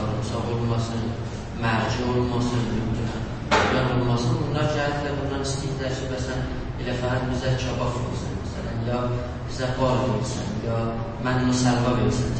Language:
South Azerbaijani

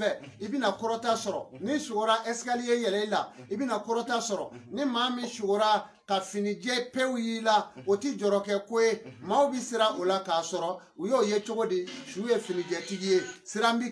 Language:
Bambara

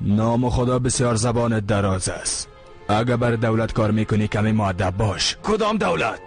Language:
Persian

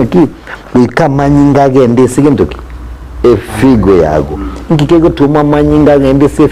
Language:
Gusii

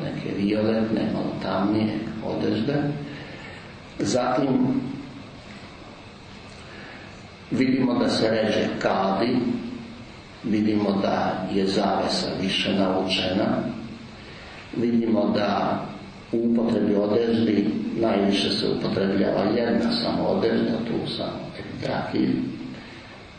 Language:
Serbian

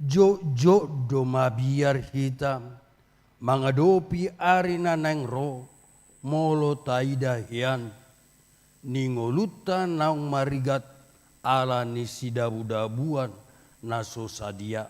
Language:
Batak Toba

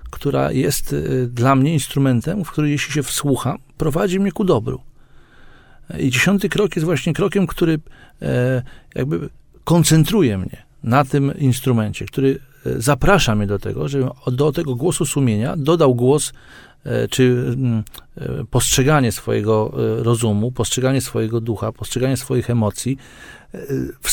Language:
Polish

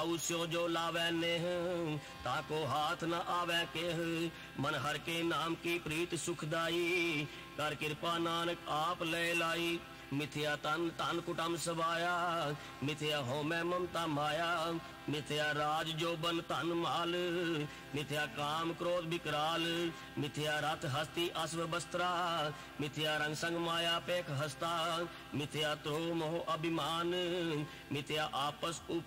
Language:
Punjabi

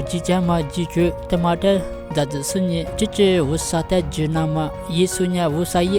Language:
Lisu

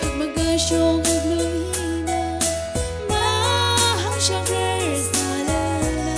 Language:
Tangkhul Naga (India)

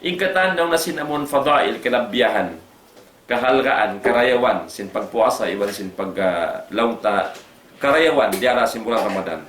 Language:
Tausug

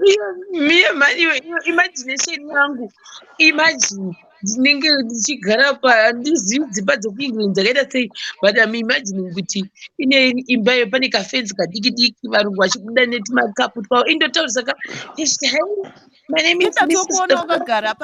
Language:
Shona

